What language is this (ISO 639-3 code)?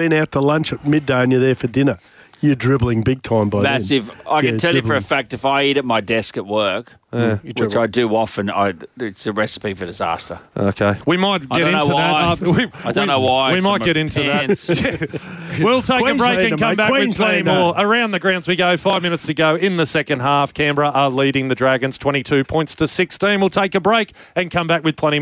eng